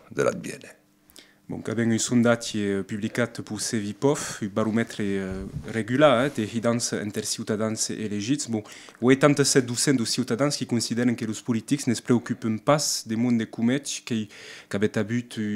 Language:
Occitan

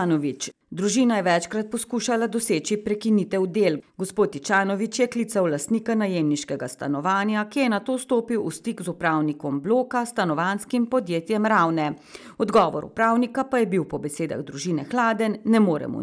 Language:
Slovenian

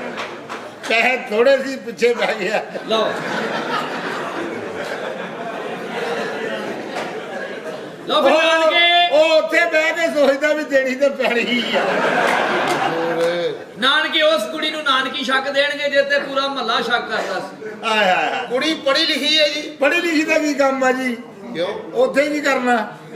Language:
Punjabi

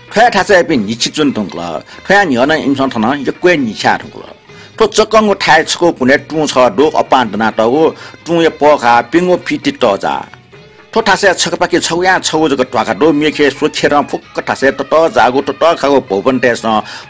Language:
Newari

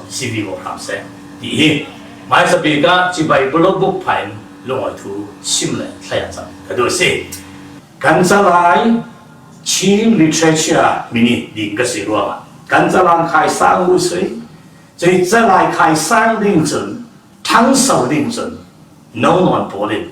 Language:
Falam Chin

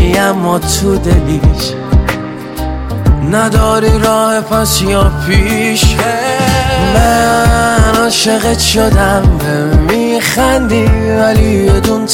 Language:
Persian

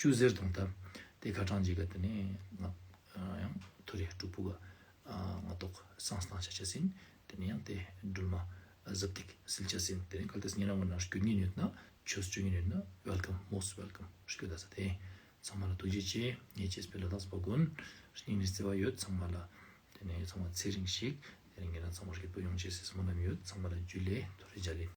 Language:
Ladakhi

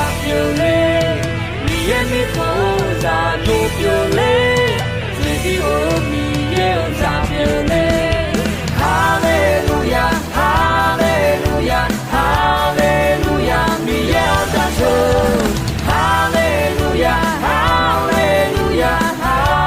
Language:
Akha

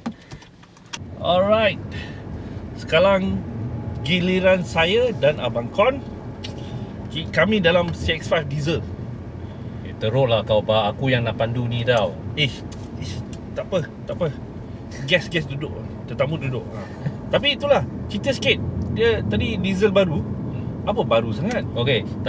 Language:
Malay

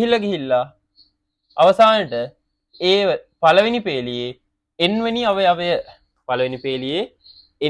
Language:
Sinhala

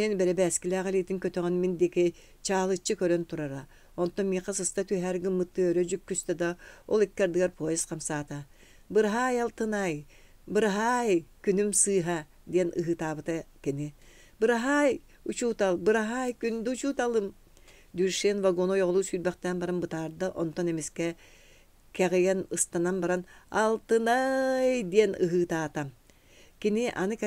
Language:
Yakut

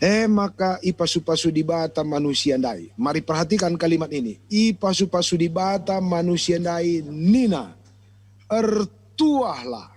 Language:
Batak Karo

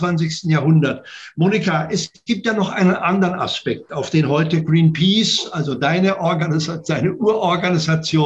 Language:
German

